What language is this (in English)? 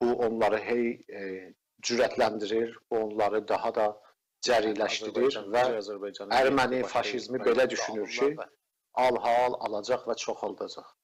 South Azerbaijani